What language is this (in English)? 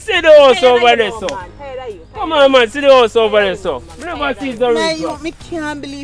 Jamaican Creole English